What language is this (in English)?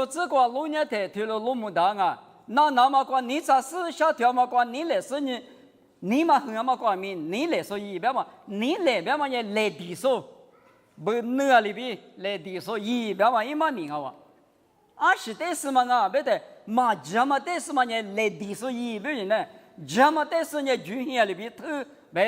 Lisu